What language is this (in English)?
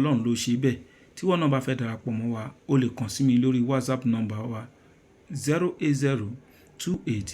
Yoruba